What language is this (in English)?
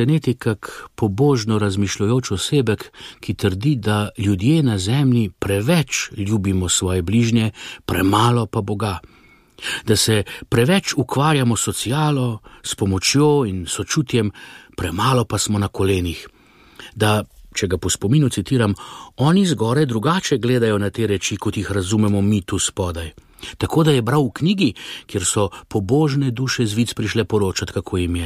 Slovenian